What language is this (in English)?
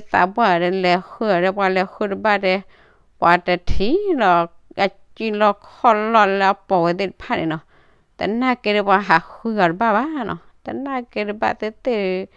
S'gaw Karen